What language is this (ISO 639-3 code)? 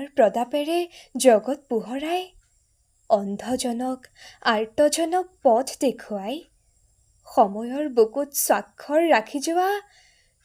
asm